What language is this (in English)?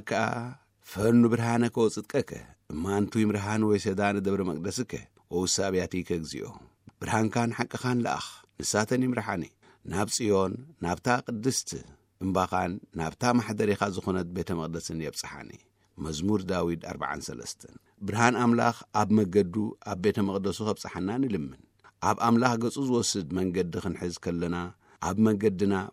Tigrinya